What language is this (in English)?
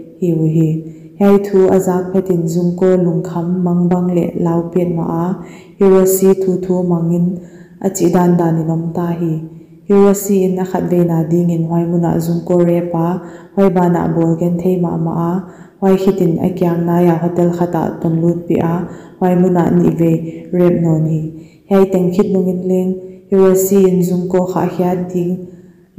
Paite Chin